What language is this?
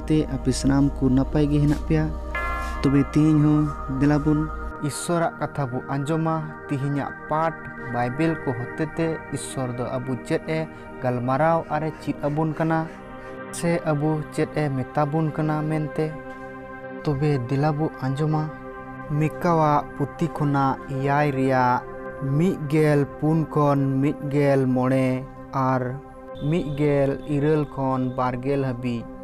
Santali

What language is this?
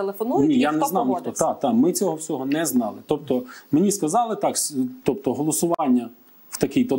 Ukrainian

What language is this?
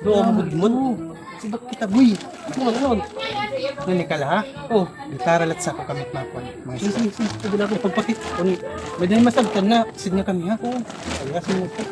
Waray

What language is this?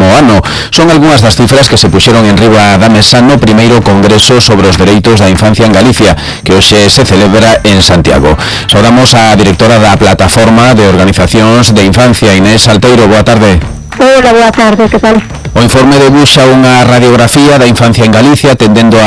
Galician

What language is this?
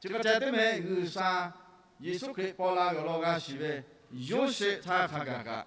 Lahu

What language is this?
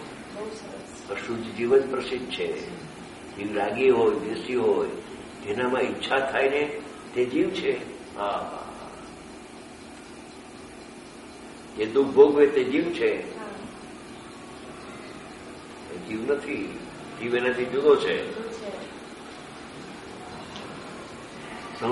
Gujarati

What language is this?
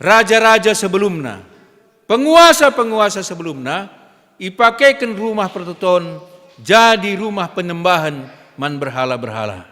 Batak Karo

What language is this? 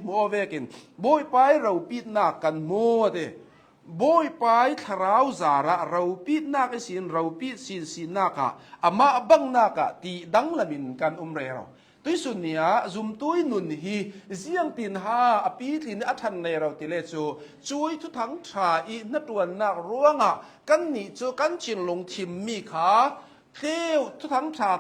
Hakha Chin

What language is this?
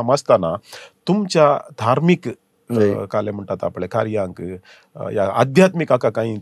Konkani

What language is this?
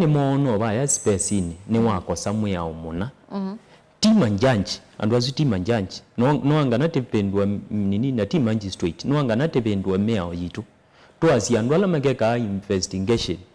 Kamba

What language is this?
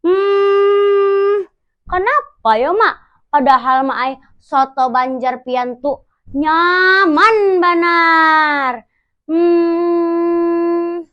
Banjar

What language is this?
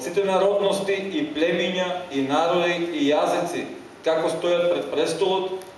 Macedonian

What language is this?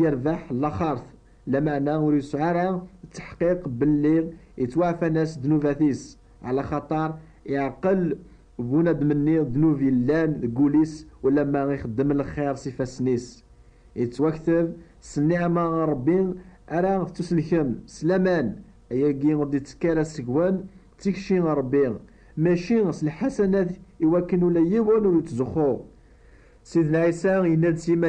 Kabyle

